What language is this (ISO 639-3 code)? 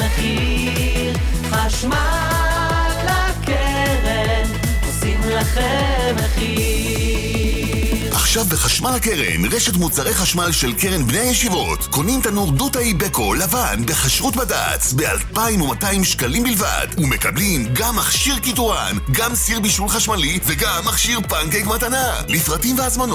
heb